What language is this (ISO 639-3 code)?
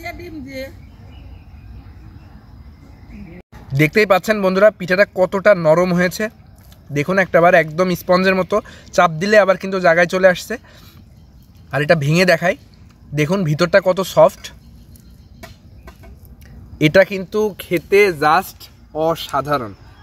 ben